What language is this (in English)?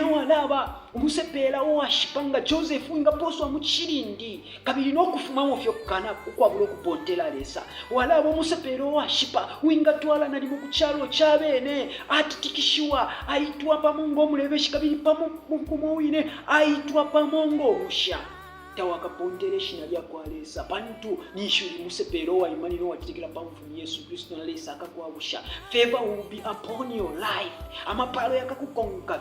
Bemba